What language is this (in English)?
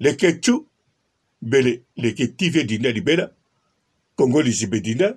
Lingala